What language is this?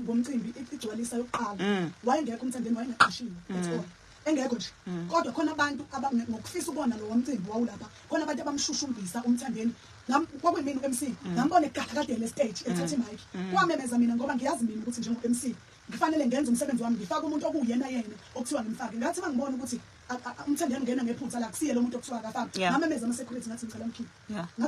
Zulu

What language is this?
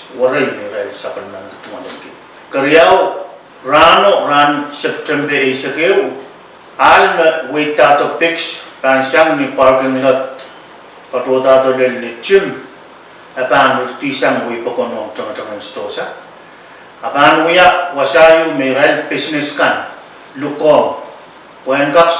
Pohnpeian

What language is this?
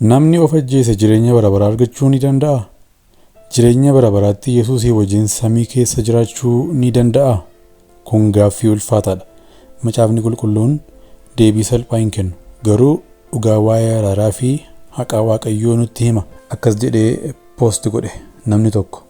Oromo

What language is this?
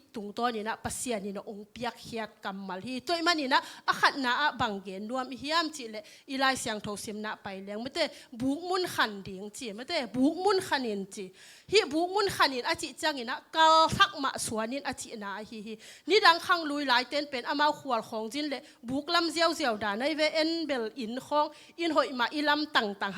Tedim Chin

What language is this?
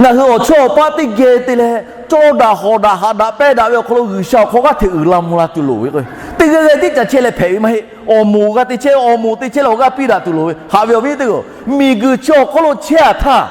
Lahu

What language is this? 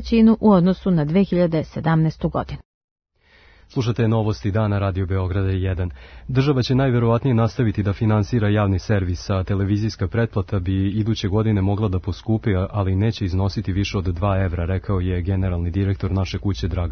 Serbian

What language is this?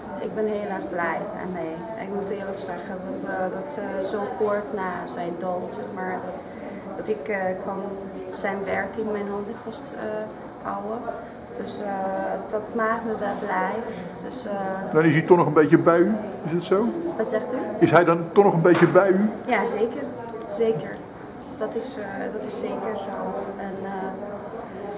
Dutch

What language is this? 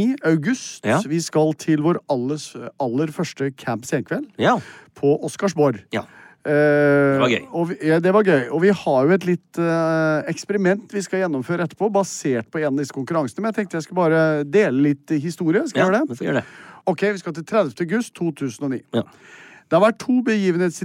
Norwegian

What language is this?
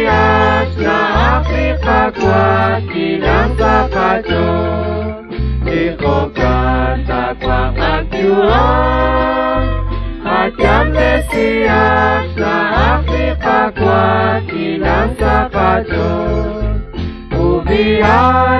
Kekchí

